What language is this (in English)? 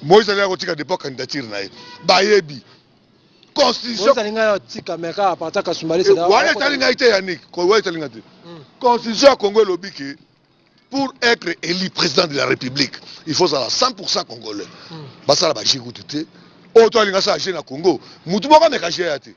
Lingala